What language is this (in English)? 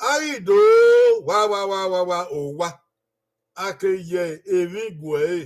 Bini